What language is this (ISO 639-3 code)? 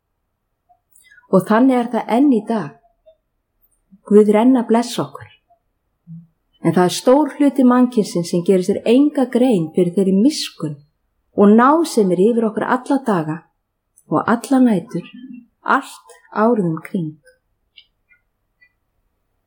isl